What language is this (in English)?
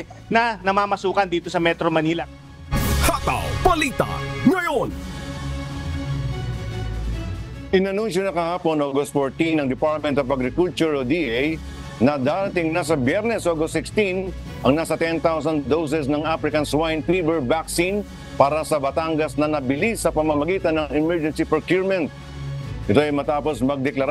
Filipino